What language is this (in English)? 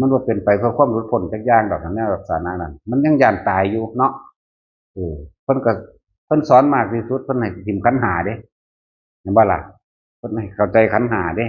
Northeastern Thai